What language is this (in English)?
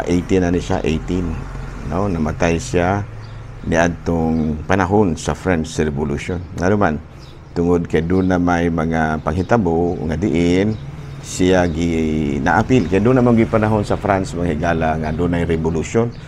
Cebuano